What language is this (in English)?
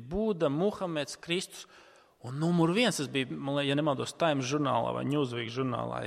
Latvian